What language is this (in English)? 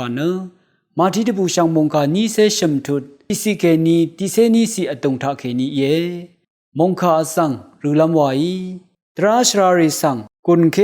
Rawang